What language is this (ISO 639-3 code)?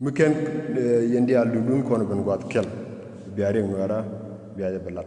nus